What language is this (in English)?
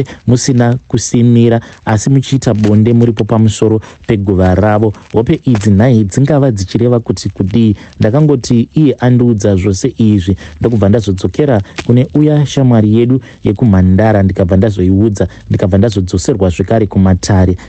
Shona